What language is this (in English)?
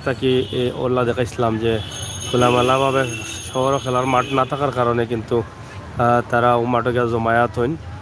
Sylheti